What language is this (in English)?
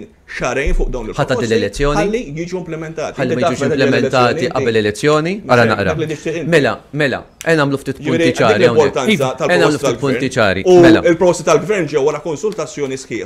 Maltese